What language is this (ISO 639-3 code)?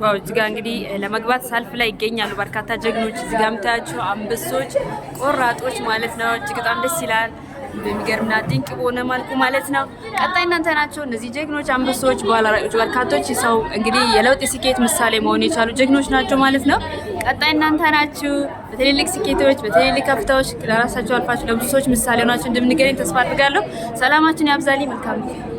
amh